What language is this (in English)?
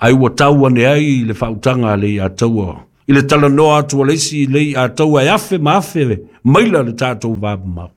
Samoan